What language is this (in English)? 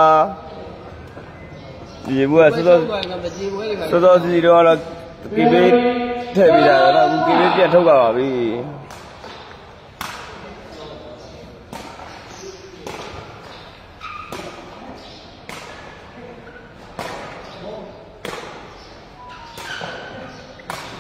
Burmese